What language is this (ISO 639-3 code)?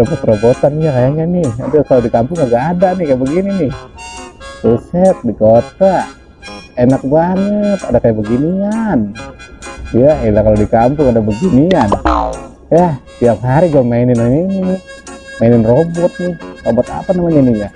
bew